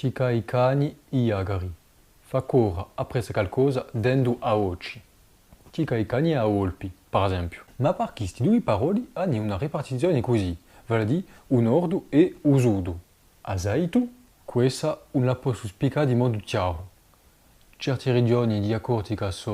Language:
Corsican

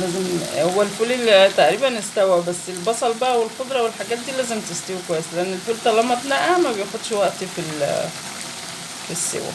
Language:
Egyptian Arabic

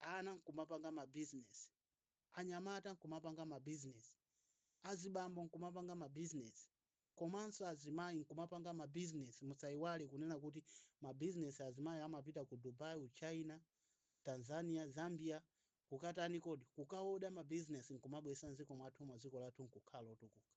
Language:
Nyanja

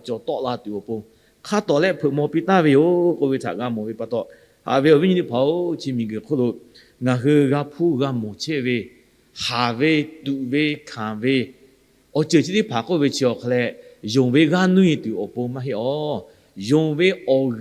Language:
Lahu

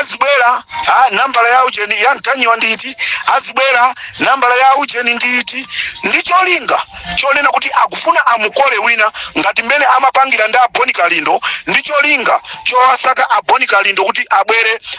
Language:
Nyanja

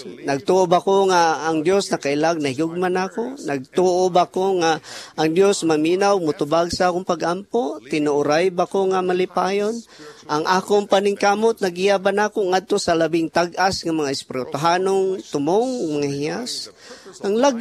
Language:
Cebuano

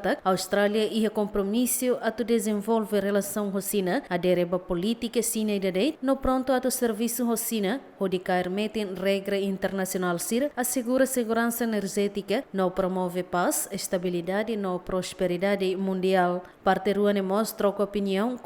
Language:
Tetum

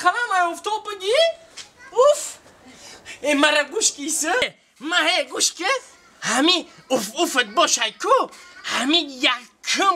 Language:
Tajik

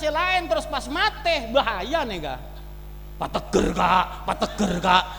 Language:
Madurese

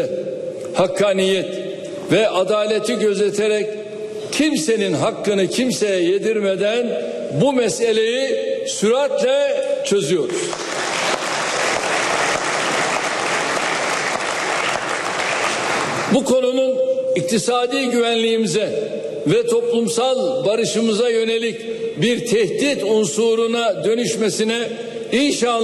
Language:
Turkish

